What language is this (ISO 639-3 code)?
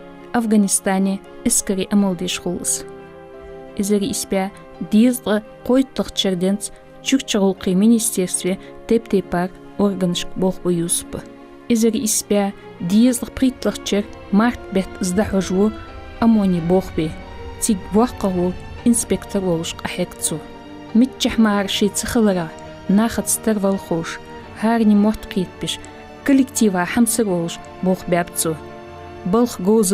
inh